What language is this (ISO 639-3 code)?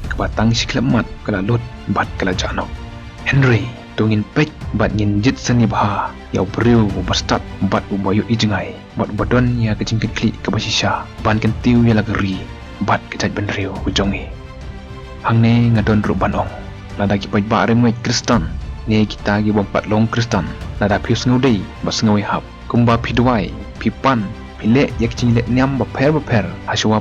kha